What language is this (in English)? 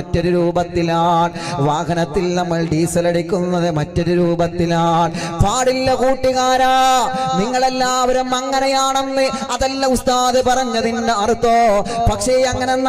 Malayalam